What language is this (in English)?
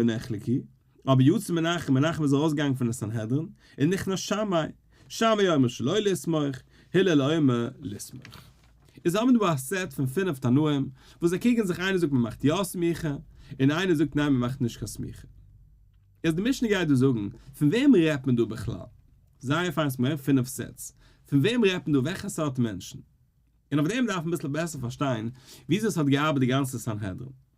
Yiddish